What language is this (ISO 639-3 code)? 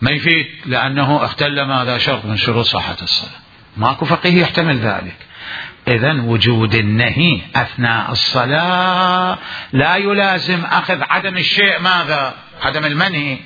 acm